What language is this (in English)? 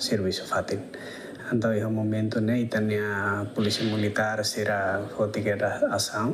Tetum